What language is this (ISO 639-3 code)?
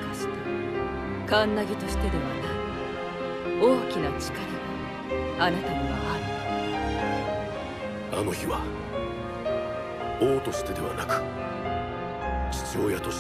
jpn